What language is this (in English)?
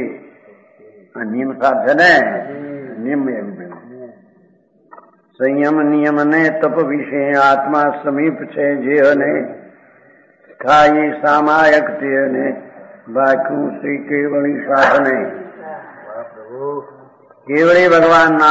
Gujarati